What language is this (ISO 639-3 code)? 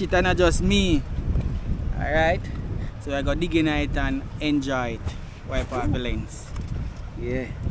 jam